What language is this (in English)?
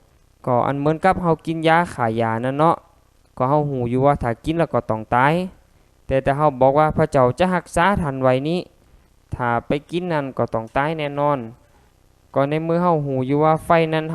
Lao